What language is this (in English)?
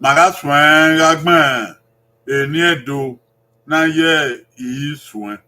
Bini